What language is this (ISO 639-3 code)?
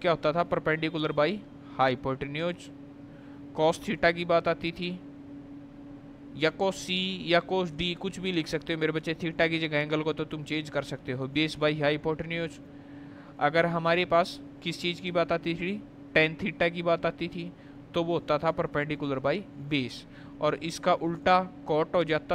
hin